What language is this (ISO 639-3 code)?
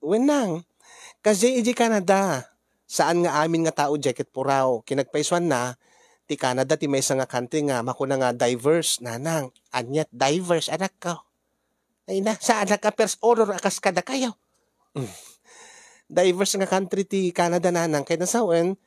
ilo